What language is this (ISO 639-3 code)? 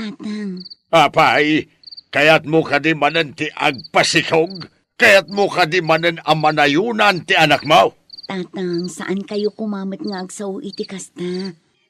ilo